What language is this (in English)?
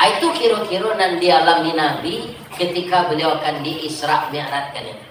Minangkabau